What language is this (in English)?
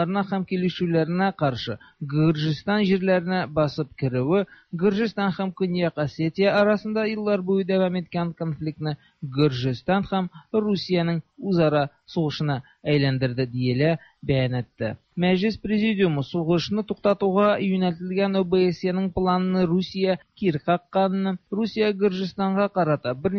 Tatar